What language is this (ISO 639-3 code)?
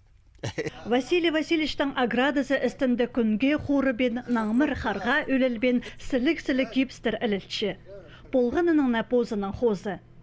kjh